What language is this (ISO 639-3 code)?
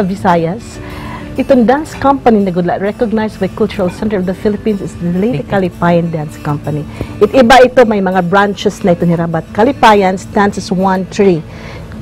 war